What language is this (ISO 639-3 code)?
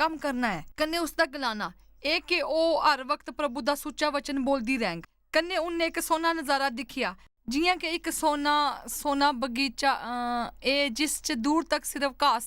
doi